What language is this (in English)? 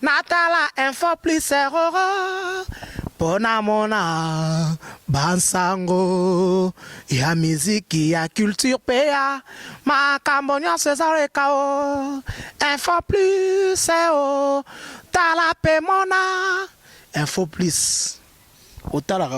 Lingala